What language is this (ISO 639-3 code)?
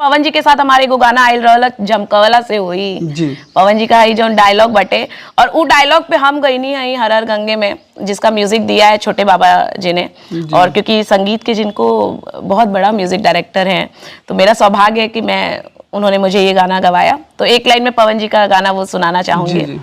bho